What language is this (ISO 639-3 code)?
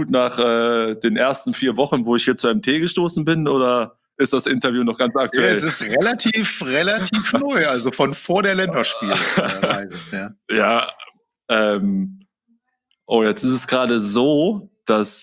deu